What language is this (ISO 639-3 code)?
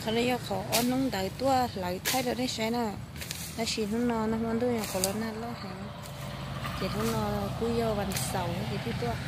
hmn